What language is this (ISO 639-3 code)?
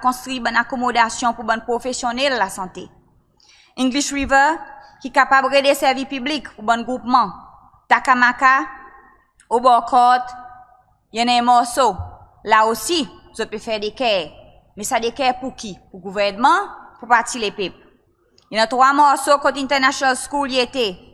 crs